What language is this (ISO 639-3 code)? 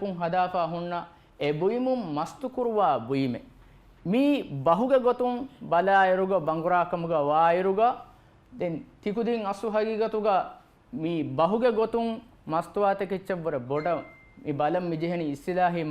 div